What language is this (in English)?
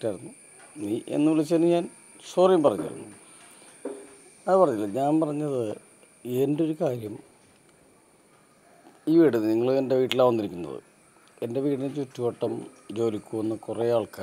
Malayalam